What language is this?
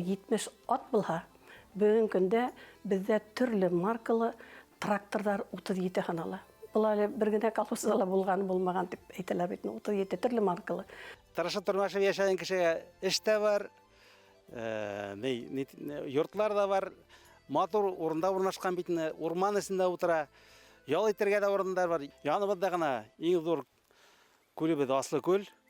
Bashkir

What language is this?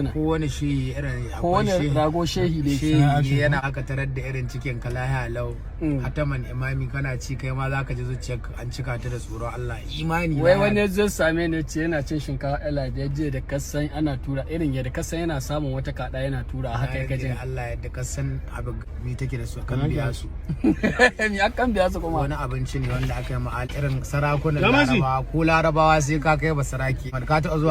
Hausa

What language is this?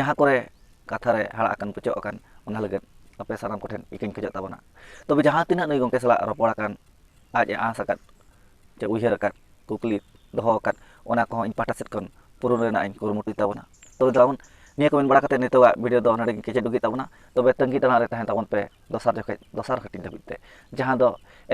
Santali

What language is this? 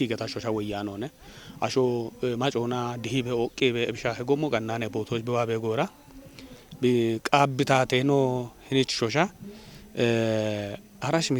Kafa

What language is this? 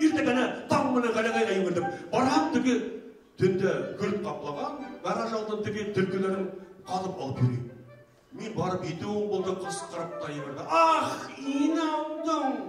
Bashkir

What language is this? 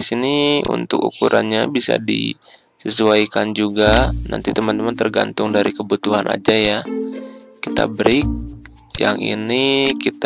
Indonesian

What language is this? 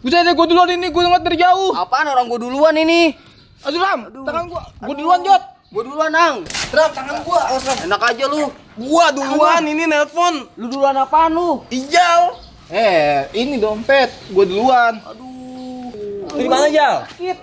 Betawi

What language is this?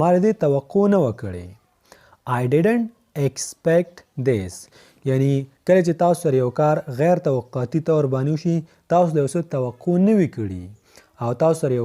Pashto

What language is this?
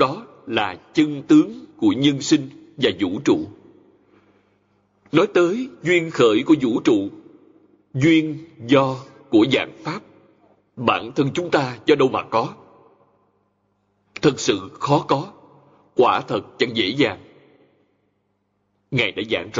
Vietnamese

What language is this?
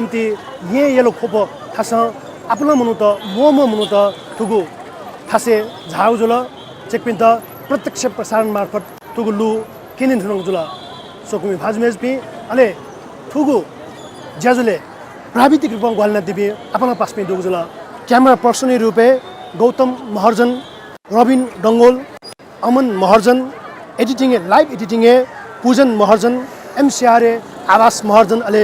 Newari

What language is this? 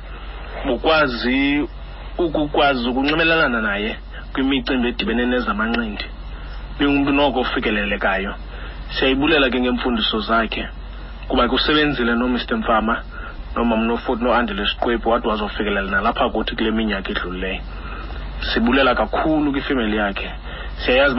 Xhosa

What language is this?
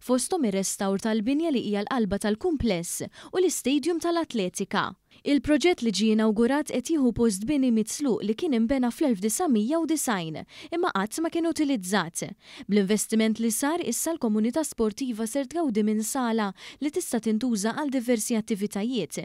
Maltese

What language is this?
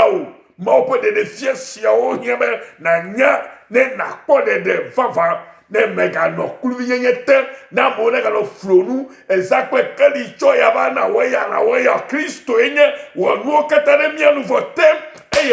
Ewe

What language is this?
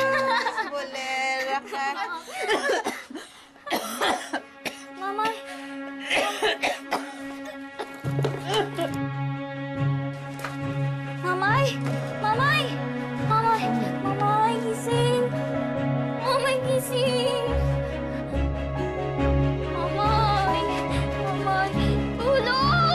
Filipino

